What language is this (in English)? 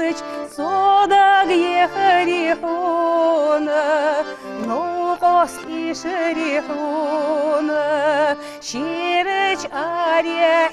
Ingush